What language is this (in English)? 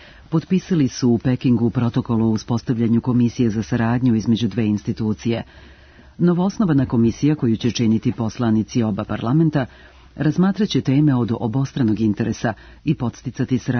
Serbian